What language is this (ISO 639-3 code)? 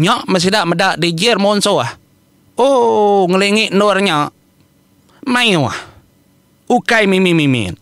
iba